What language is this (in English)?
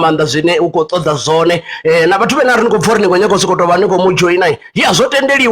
Venda